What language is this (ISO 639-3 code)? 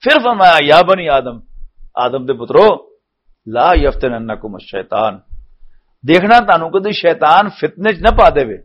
lah